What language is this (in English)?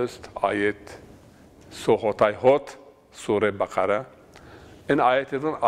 Zaza